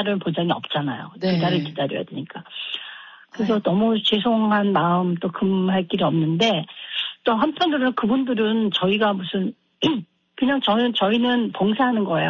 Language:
Korean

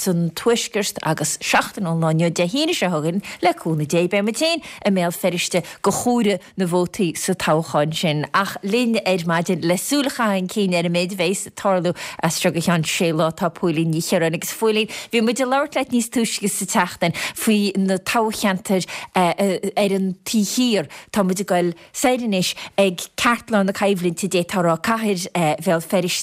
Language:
Irish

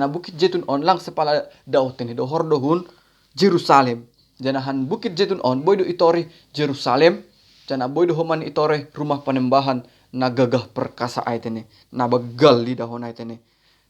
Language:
Batak Simalungun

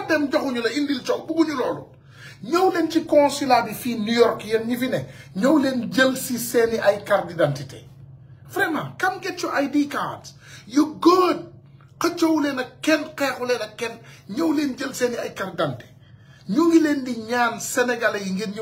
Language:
Wolof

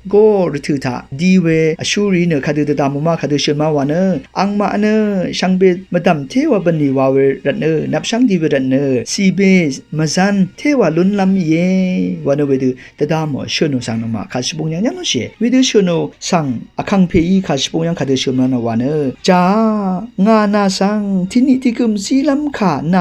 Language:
Rawang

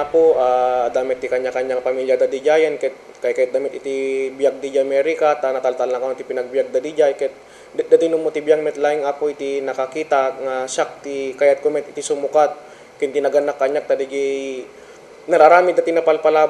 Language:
Iloko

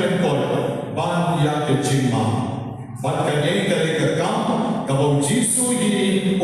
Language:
Khasi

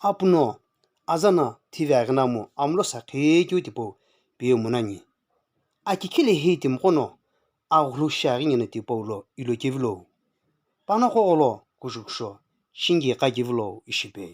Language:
Sumi Naga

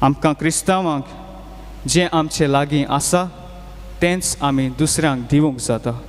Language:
Konkani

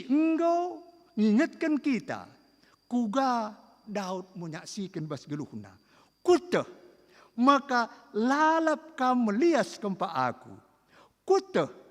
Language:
Batak Karo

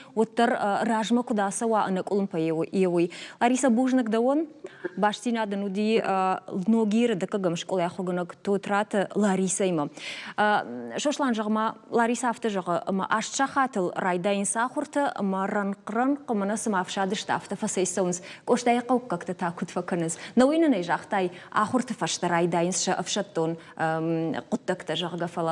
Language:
Ossetic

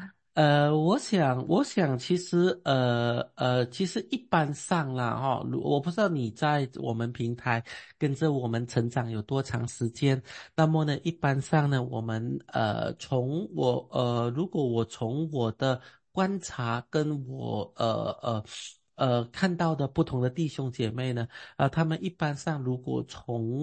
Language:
Chinese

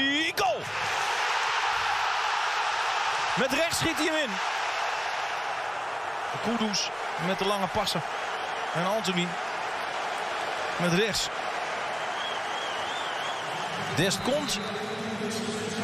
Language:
Dutch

